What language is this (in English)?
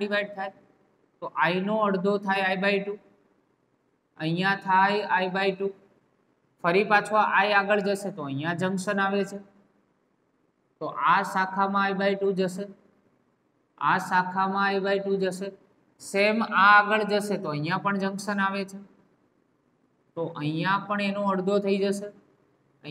Gujarati